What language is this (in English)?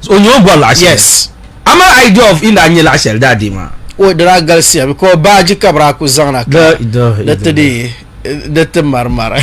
Dagbani